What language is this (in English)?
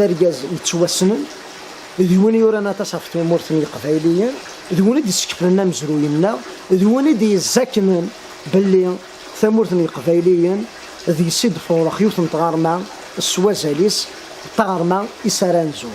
Kabyle